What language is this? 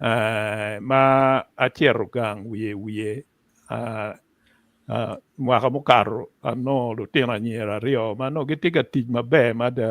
Acoli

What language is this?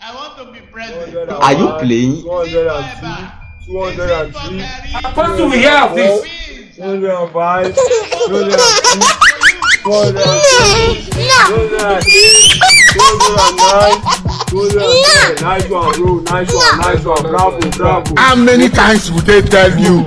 Nigerian Pidgin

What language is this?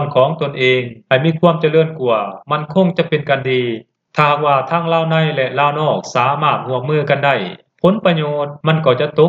Lao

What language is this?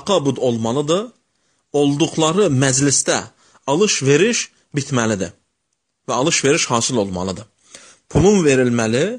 Azerbaijani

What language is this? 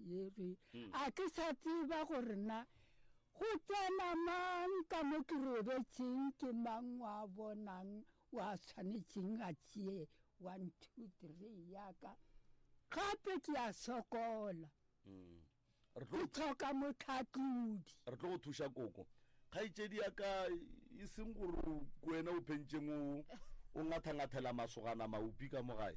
Northern Sotho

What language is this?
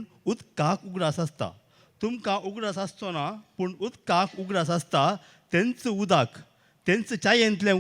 Konkani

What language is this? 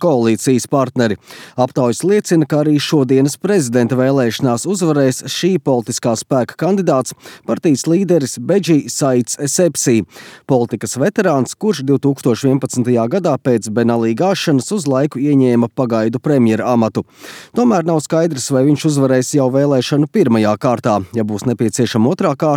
Latvian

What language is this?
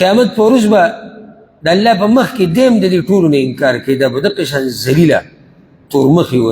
Pashto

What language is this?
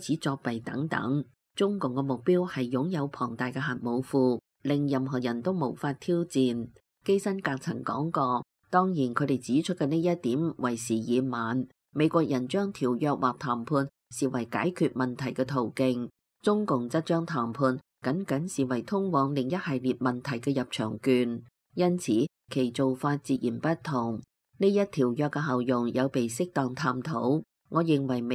Cantonese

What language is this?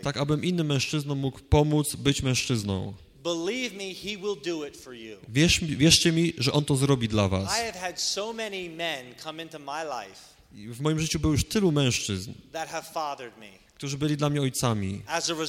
Polish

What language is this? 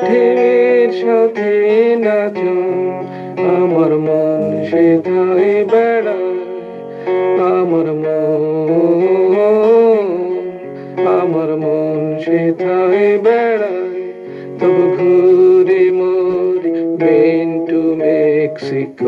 Bangla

